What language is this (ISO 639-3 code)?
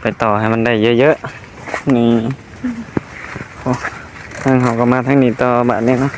tts